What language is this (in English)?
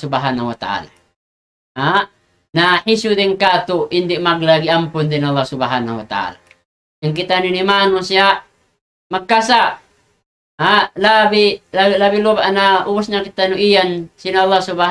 Tausug